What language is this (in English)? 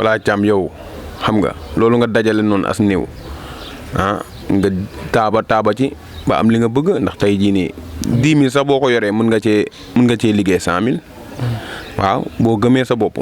Wolof